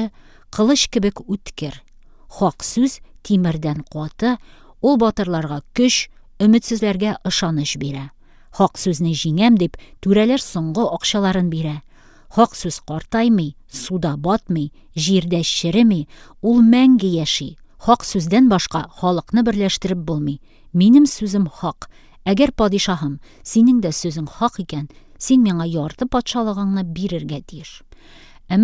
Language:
Tatar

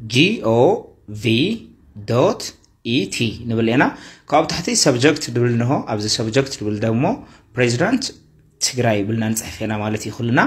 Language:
Tigrinya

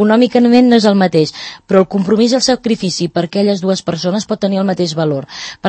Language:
Catalan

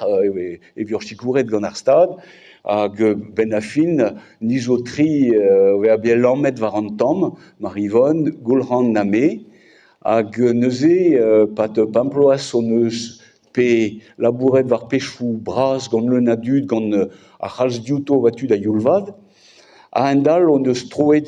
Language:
Breton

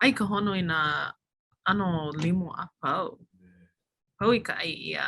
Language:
Hawaiian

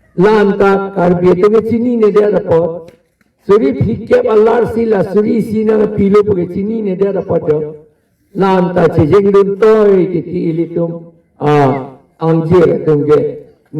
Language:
Karbi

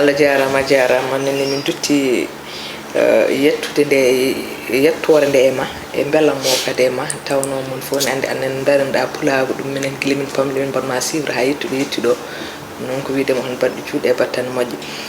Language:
Fula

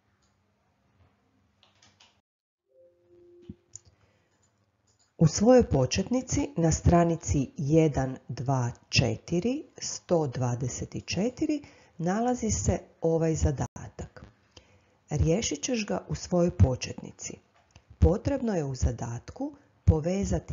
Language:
Croatian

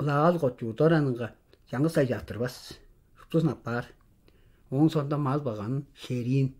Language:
Tuvinian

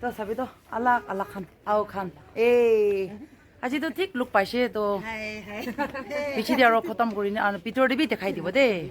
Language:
Naga Pidgin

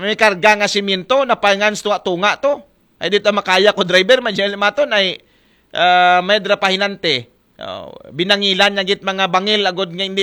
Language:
Aklanon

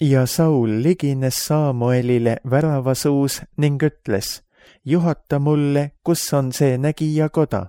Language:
Estonian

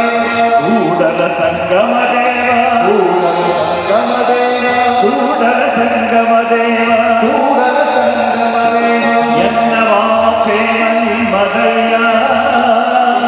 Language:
Kannada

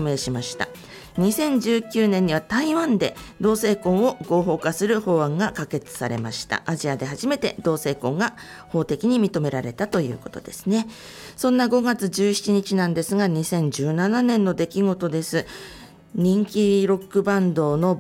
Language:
Japanese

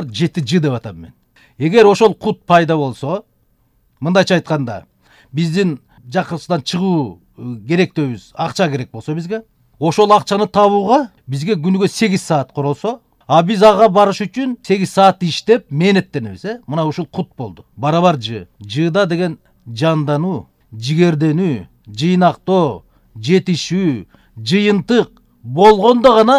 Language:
Kyrgyz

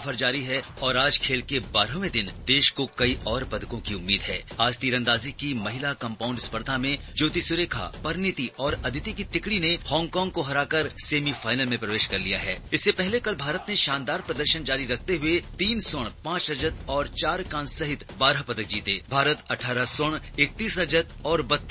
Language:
Hindi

